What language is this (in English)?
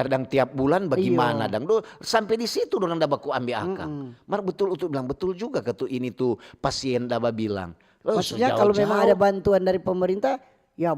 Manado Malay